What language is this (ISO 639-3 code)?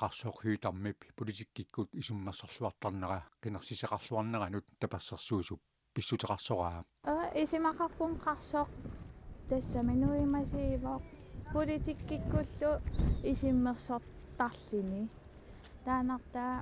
kal